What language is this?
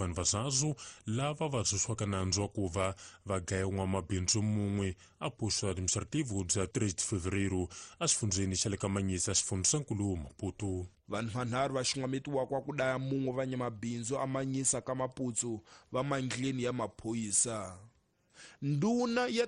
Tsonga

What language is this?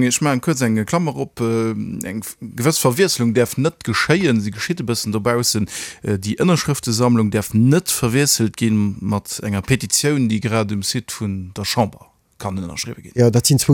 Luxembourgish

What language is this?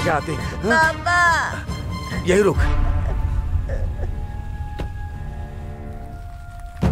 Hindi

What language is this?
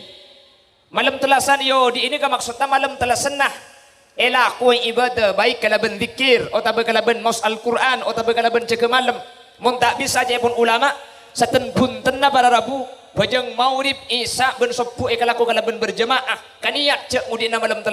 Madurese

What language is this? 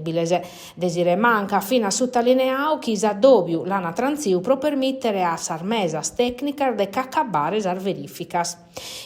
Sardinian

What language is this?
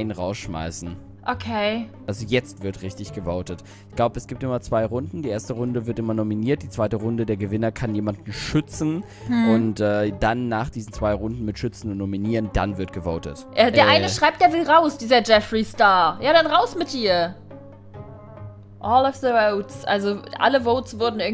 German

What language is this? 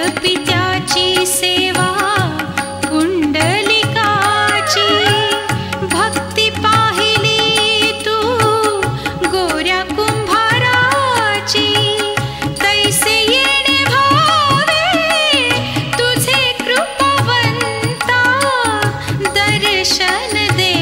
Marathi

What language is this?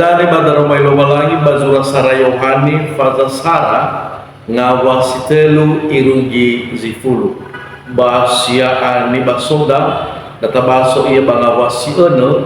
Nias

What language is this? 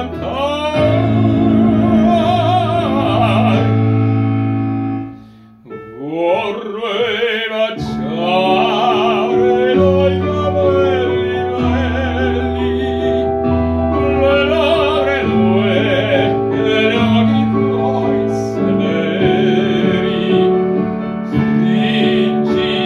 Italian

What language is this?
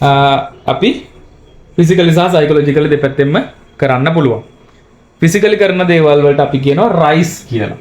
Sinhala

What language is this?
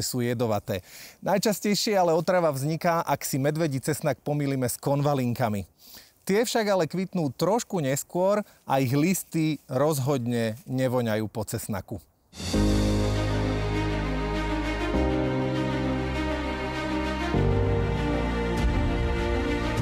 Slovak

